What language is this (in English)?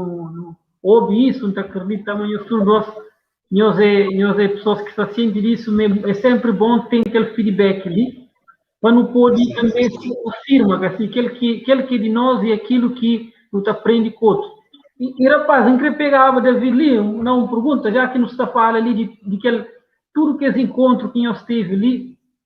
Kabuverdianu